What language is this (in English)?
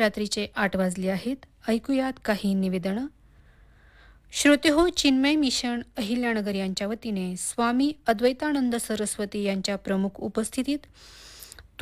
Marathi